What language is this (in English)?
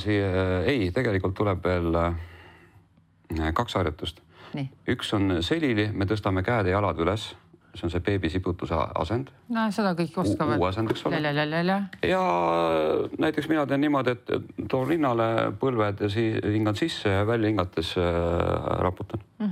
Estonian